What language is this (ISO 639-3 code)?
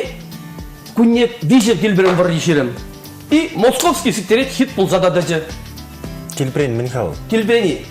chv